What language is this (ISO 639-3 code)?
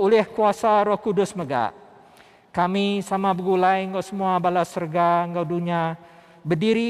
iba